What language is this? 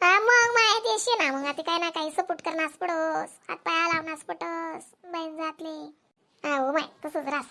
Khandesi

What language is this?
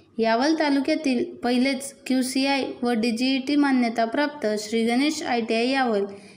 Marathi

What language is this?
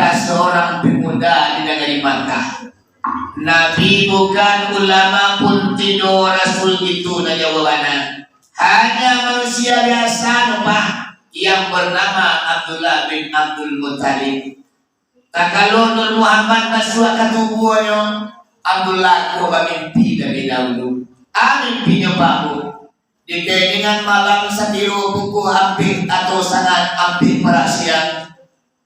Minangkabau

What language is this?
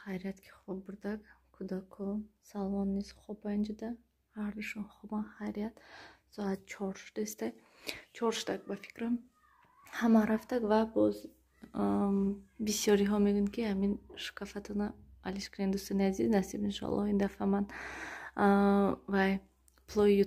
Tajik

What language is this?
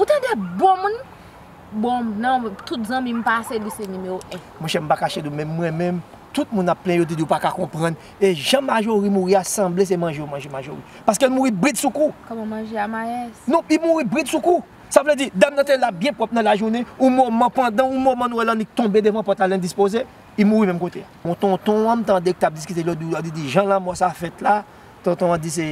Haitian Creole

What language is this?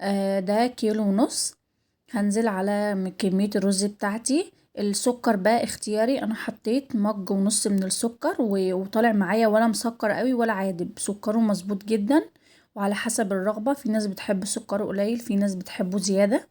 Egyptian Arabic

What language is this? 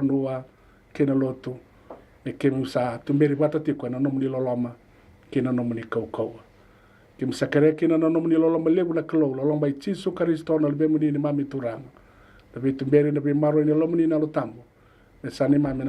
Fijian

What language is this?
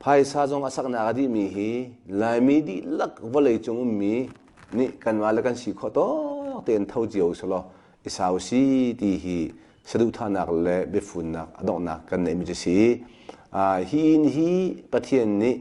Hakha Chin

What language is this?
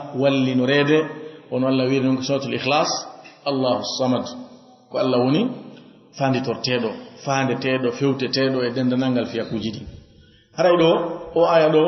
Fula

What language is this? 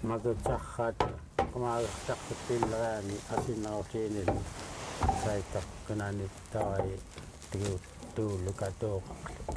Central Yupik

